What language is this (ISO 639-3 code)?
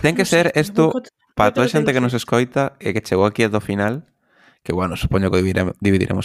glg